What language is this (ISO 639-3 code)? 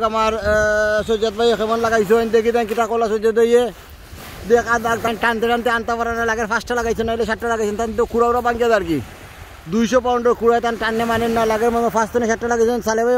syl